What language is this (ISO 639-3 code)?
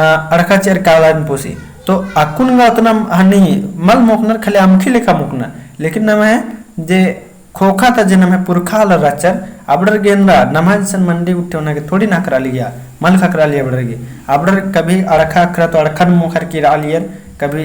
kru